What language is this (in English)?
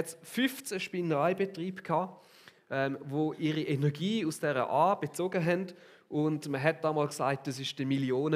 Swiss German